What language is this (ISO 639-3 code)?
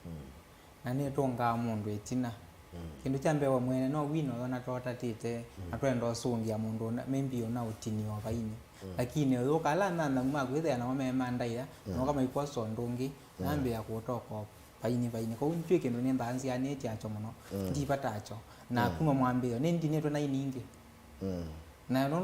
kam